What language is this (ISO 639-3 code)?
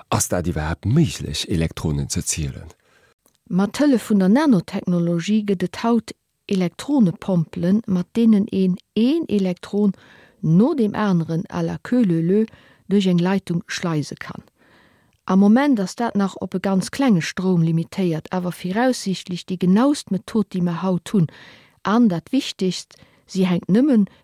ltz